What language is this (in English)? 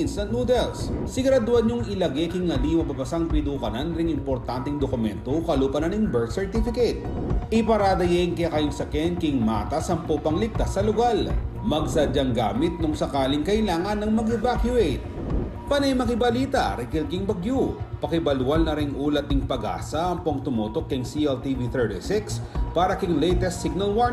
Pampanga